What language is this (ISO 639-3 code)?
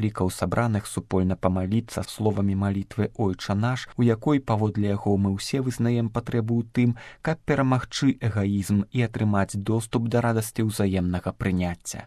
bel